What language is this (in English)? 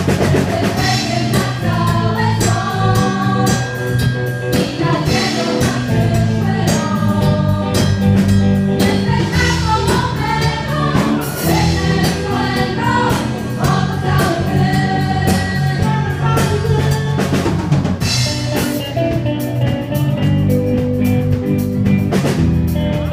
Polish